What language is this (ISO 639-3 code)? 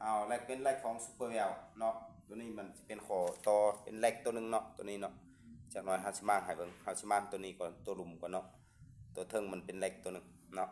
lao